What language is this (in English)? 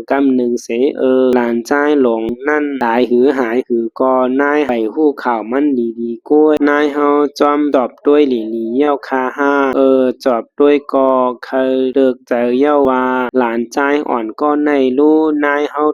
Shan